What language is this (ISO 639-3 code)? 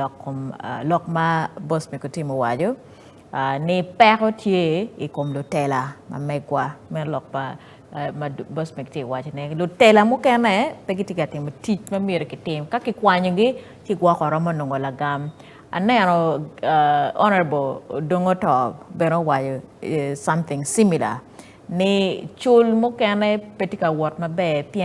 ach